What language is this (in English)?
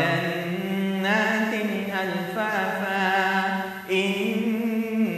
Arabic